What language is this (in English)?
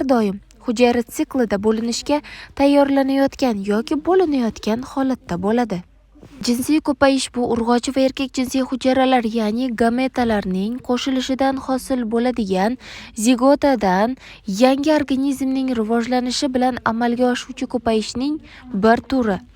Uzbek